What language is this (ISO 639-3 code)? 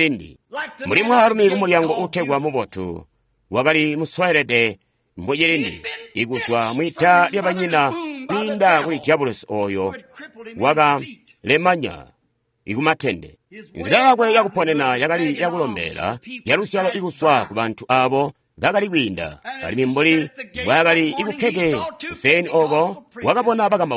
toi